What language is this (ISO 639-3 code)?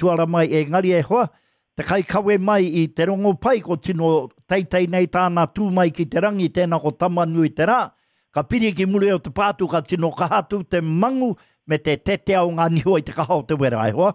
mri